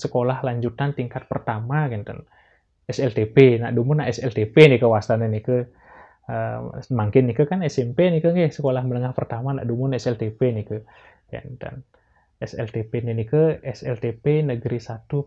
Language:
Balinese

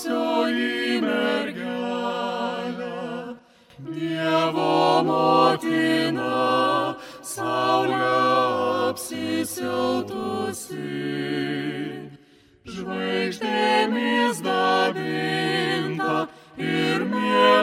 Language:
Lithuanian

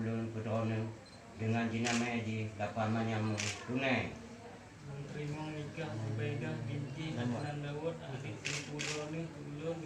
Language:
Achinese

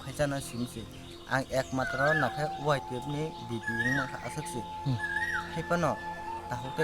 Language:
Kok Borok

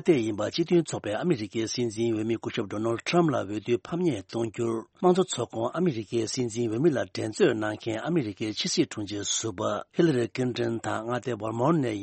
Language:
Tibetan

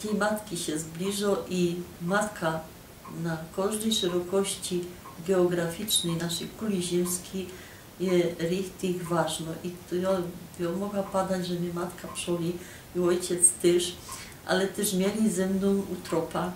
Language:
Silesian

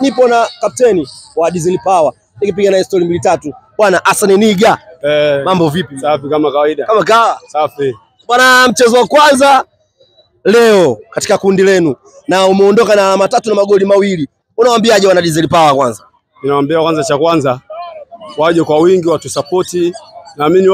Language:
Swahili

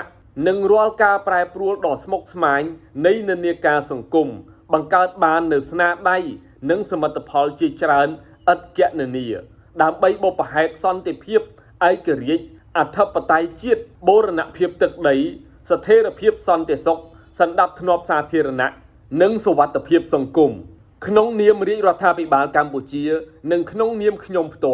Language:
Khmer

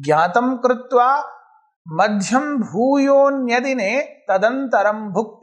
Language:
Sanskrit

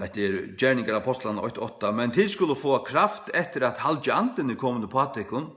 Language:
Faroese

